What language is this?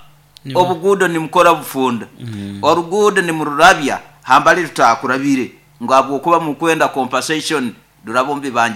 Nyoro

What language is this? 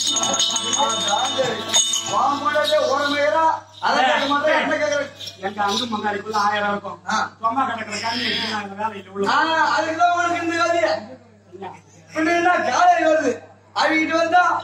Tamil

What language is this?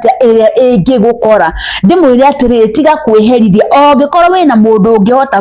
Kikuyu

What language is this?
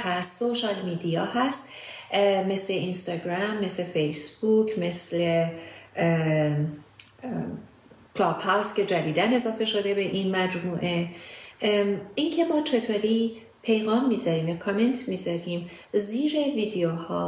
Persian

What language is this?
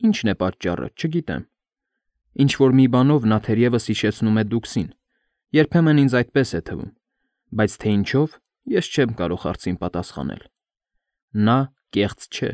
Armenian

